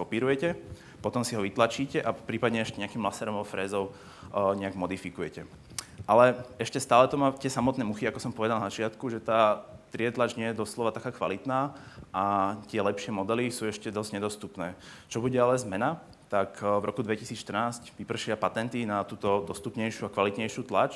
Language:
Slovak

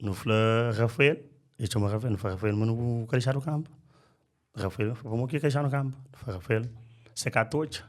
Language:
Kabuverdianu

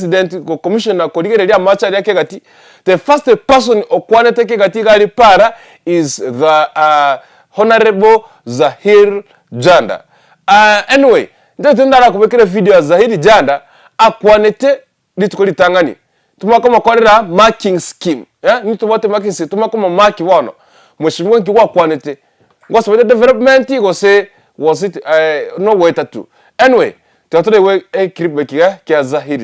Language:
Gusii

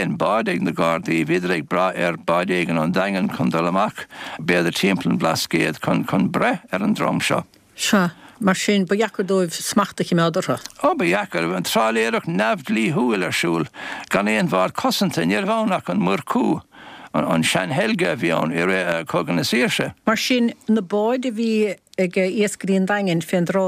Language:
Irish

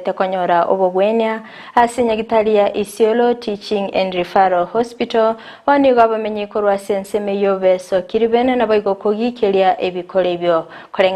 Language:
Gusii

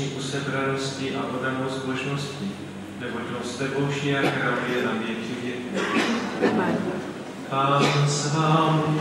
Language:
Czech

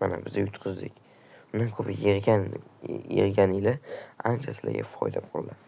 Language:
Uzbek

